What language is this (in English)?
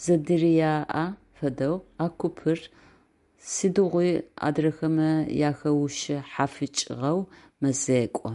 Adyghe